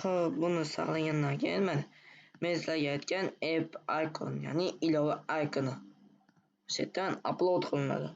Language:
Uzbek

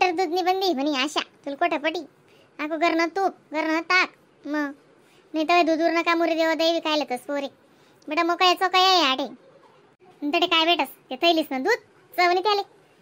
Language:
Khandesi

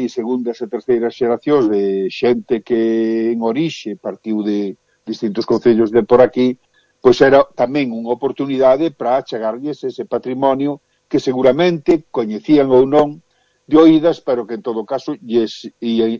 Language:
Galician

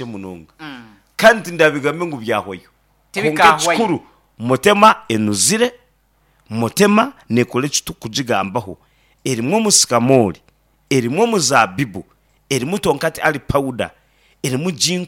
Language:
Nyankole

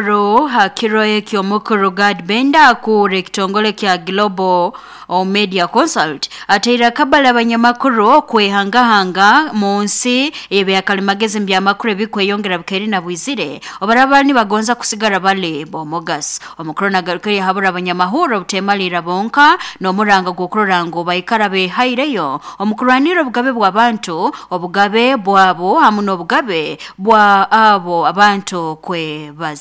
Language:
Nyoro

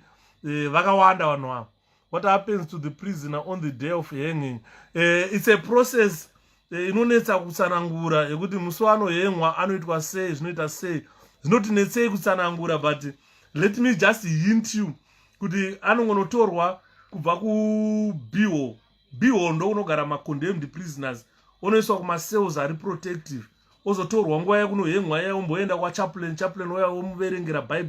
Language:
Shona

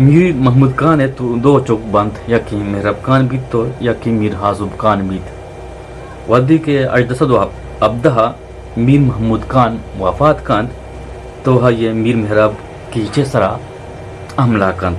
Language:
Eastern Balochi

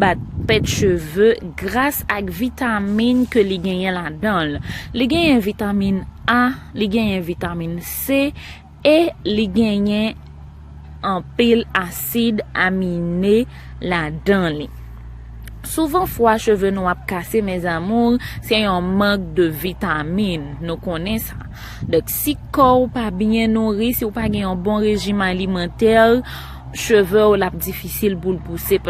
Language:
Haitian Creole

